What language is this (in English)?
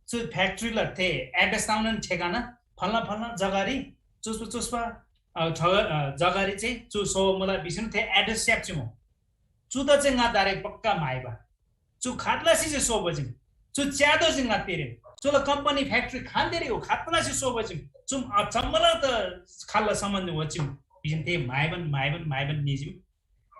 Eastern Tamang